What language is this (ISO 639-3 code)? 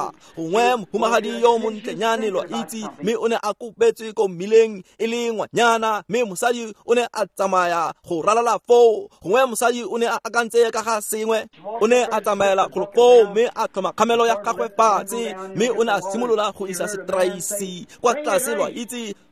tsn